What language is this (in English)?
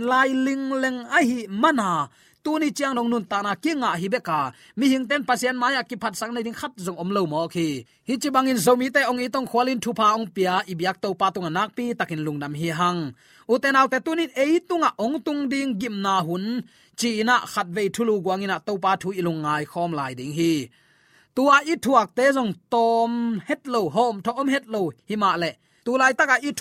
Tedim Chin